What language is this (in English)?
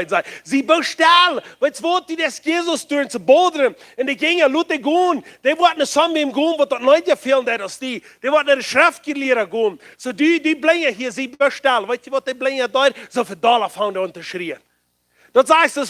Plautdietsch